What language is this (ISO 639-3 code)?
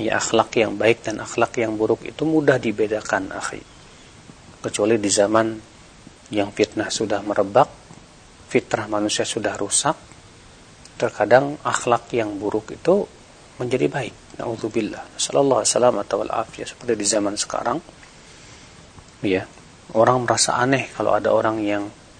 ind